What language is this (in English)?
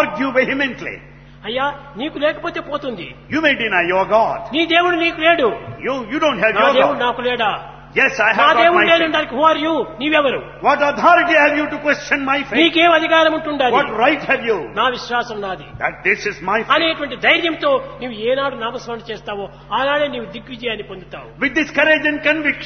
Telugu